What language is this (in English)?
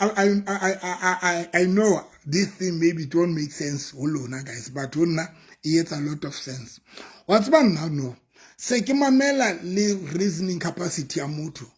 Southern Sotho